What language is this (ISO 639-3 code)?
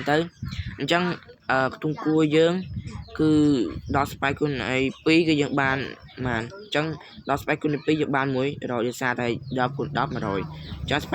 khm